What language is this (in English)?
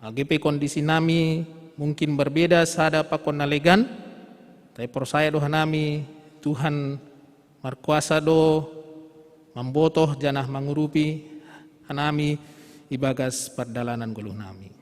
Batak Simalungun